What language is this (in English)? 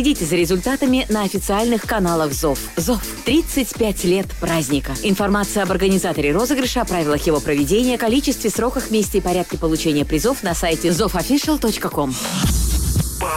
Russian